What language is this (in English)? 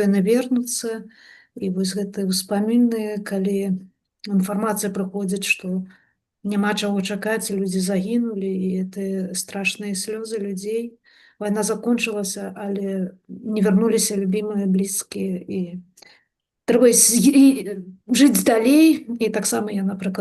Belarusian